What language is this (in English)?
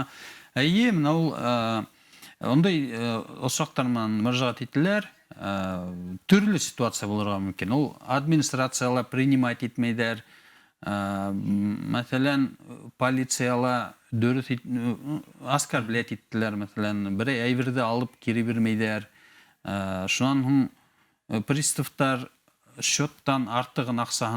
Bashkir